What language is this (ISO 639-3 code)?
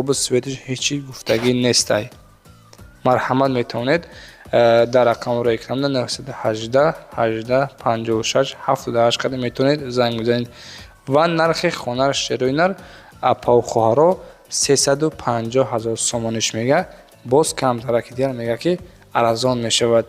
tgk